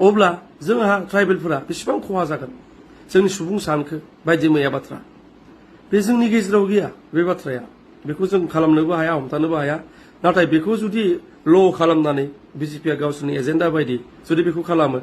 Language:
Bodo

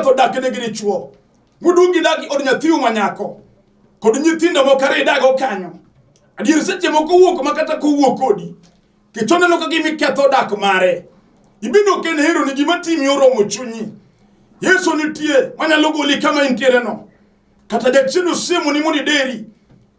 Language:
Luo (Kenya and Tanzania)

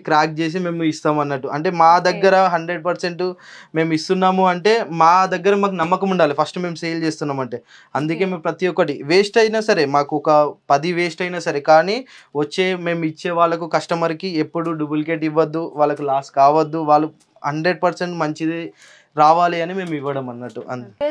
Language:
Telugu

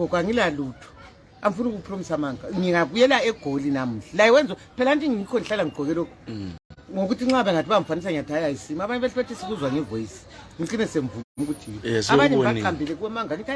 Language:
North Ndebele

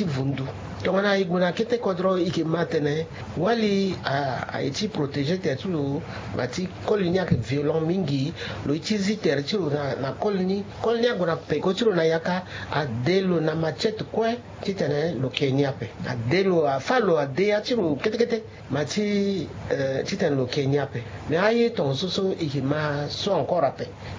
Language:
Sango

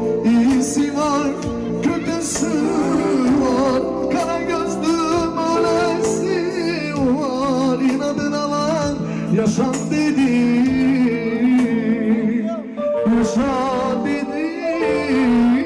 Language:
Turkish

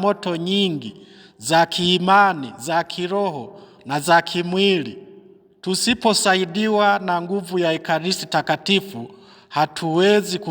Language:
Swahili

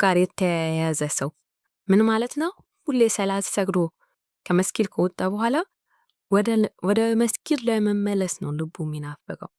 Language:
Amharic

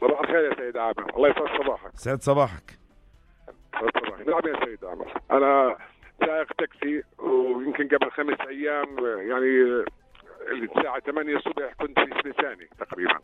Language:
North Levantine Arabic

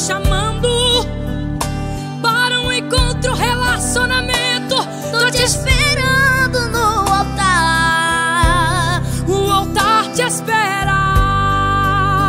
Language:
Portuguese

